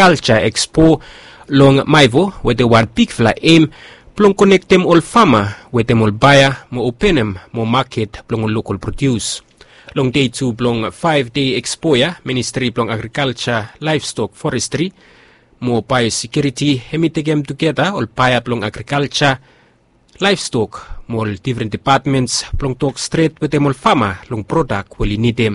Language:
Bislama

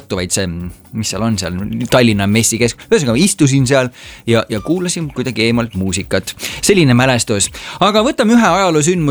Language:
Estonian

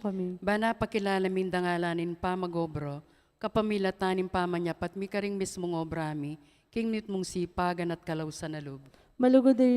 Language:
Pampanga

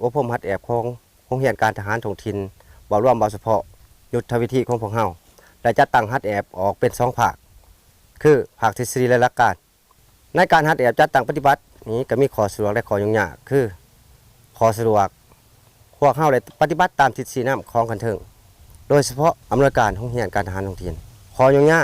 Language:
Lao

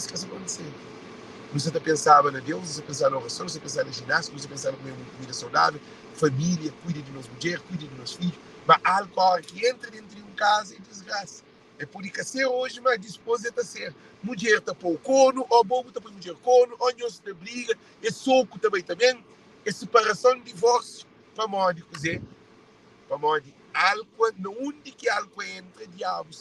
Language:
Kabuverdianu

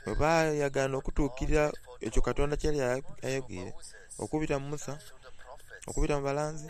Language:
Soga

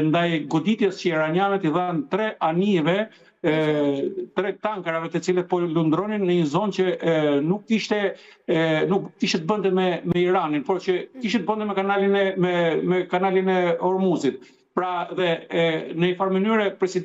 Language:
Albanian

